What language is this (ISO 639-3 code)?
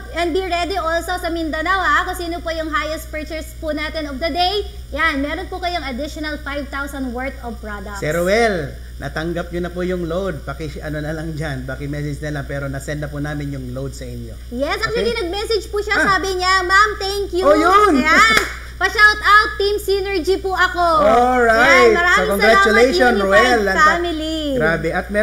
fil